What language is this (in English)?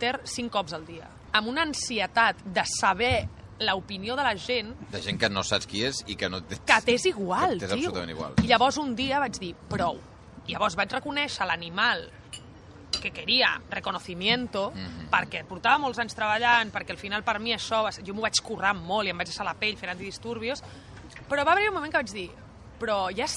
Catalan